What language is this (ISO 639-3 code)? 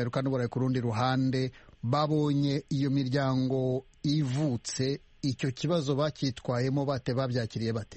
kin